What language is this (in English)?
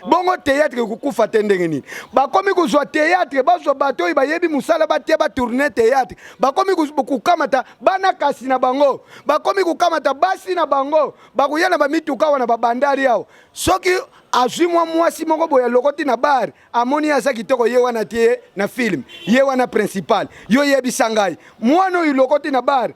Lingala